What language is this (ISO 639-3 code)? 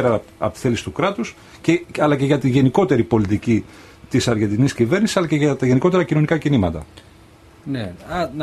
ell